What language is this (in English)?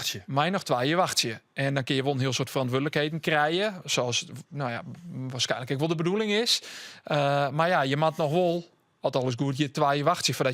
Western Frisian